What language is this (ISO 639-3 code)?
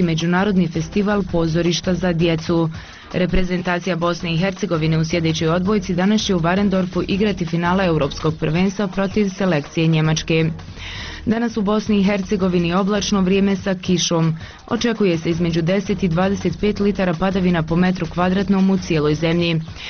bos